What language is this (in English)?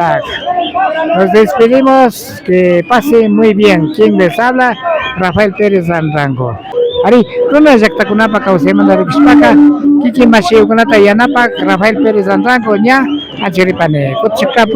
Imbabura Highland Quichua